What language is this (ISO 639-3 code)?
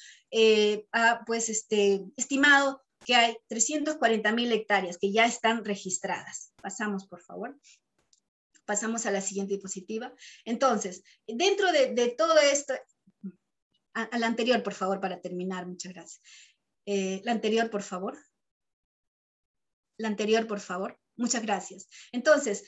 spa